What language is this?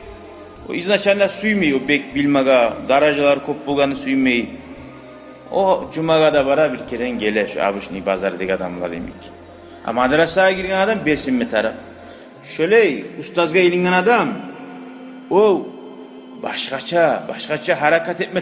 Kumyk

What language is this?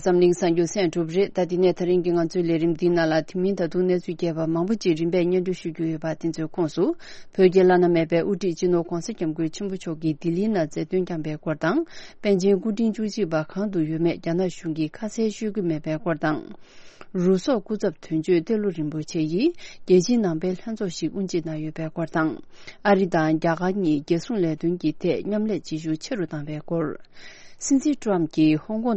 Tibetan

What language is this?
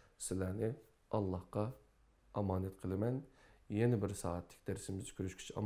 Uyghur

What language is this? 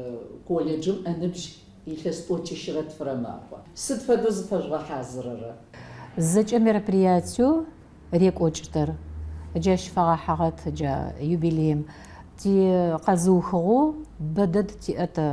Adyghe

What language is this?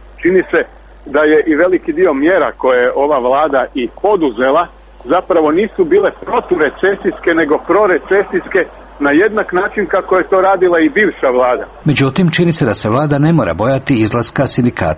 Croatian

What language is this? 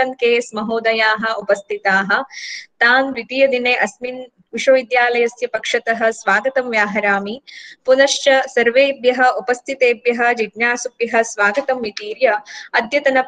Sanskrit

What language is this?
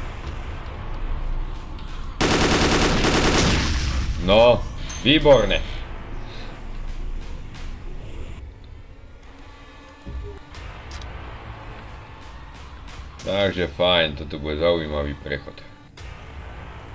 Slovak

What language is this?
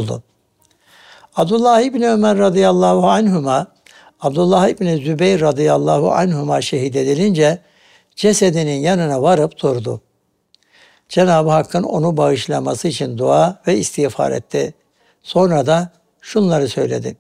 Turkish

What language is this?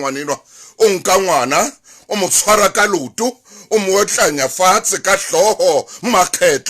Southern Sotho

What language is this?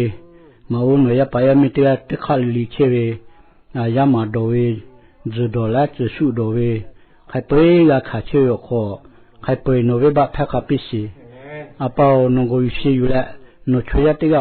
Lahu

